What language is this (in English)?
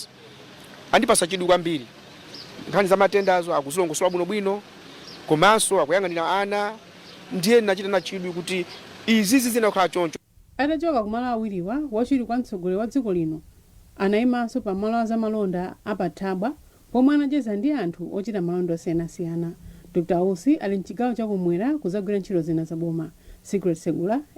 Nyanja